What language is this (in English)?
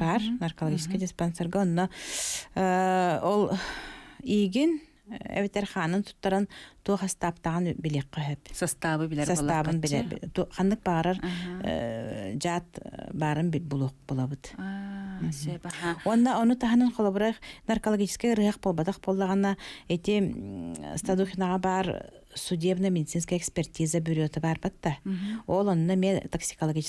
Yakut